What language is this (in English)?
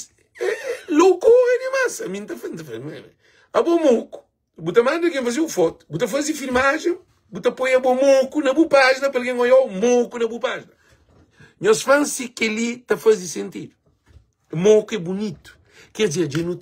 Kabuverdianu